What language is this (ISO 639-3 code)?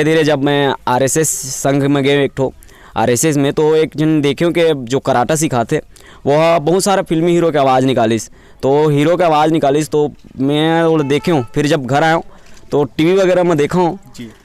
hne